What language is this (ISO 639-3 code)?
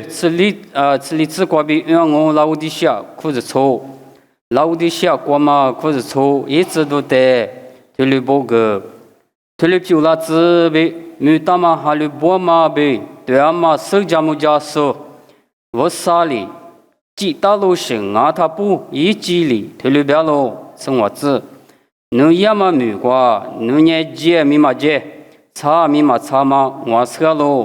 lis